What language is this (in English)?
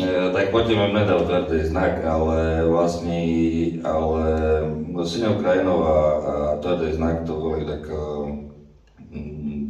Rusyn